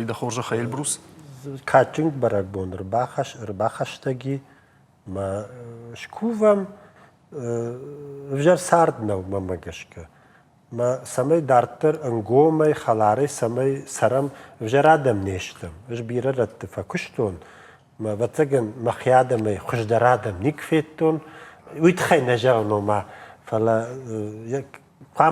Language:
Ossetic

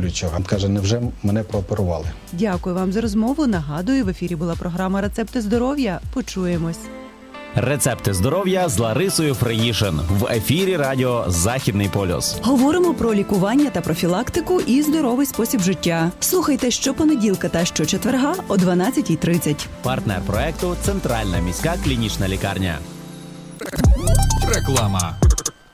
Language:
Ukrainian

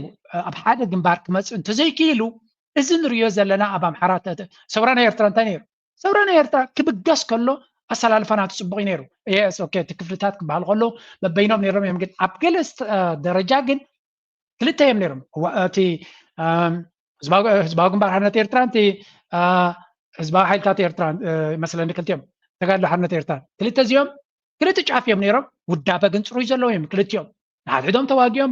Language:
Tigrinya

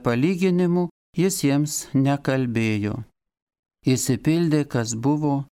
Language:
Lithuanian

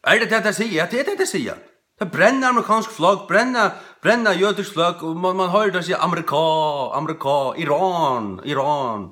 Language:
Faroese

